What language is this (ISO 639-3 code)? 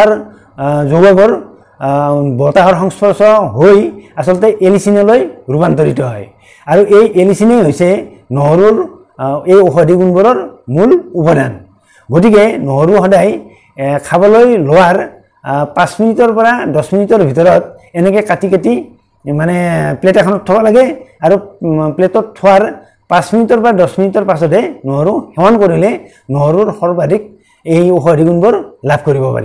asm